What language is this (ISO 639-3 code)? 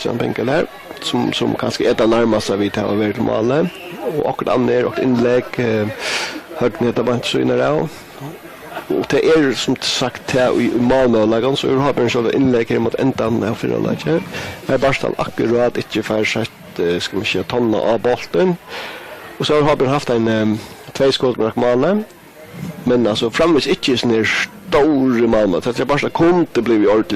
fao